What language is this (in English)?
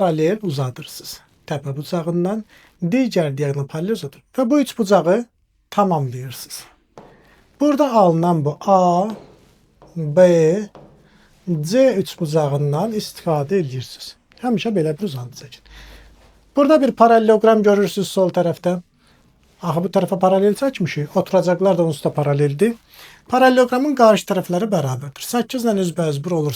Azerbaijani